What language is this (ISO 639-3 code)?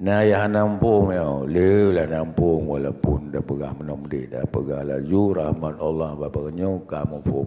ace